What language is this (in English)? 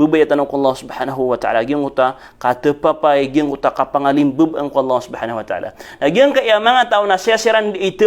Maranao